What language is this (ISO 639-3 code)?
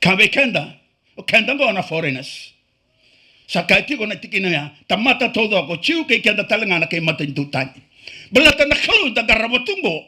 fij